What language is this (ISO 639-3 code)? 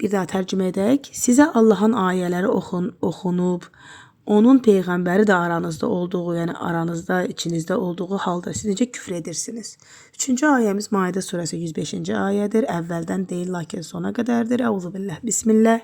aze